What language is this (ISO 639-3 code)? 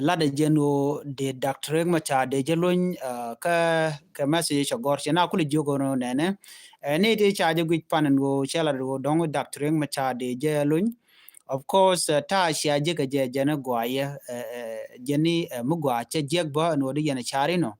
nus